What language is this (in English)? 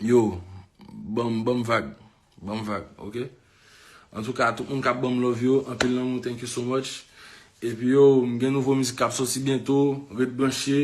Haitian Creole